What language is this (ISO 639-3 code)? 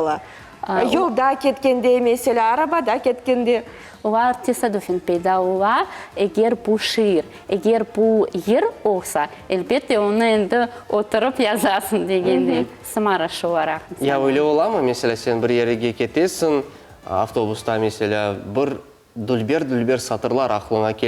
crh